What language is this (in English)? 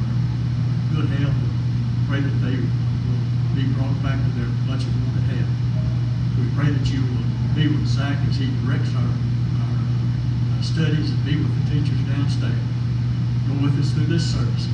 English